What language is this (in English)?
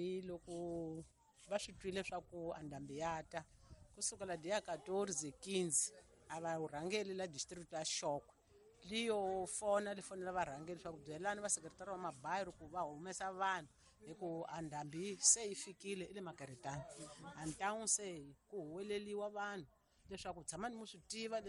Tsonga